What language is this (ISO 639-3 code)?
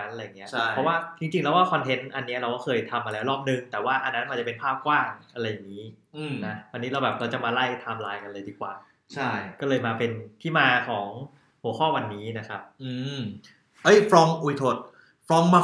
tha